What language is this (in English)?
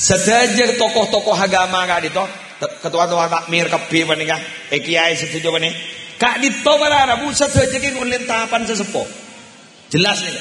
Madurese